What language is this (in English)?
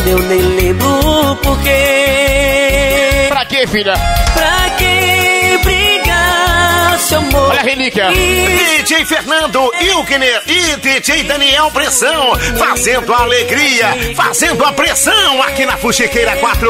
Portuguese